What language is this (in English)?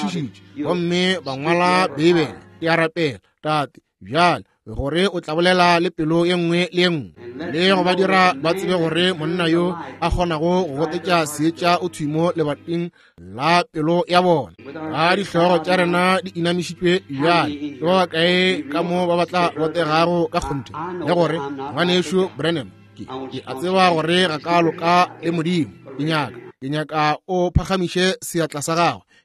Northern Sotho